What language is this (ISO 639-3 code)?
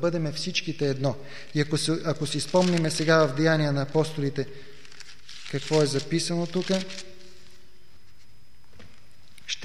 bul